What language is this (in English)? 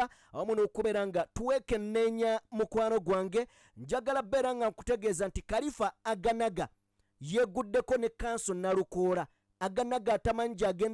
Ganda